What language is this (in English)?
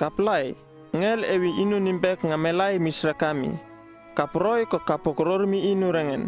Uripiv-Wala-Rano-Atchin